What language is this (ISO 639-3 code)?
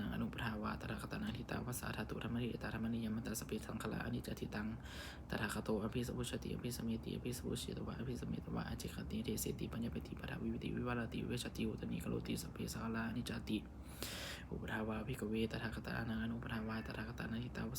pli